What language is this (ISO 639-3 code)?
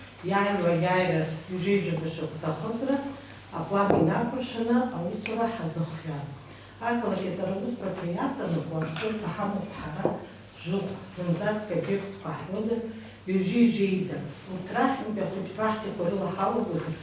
abk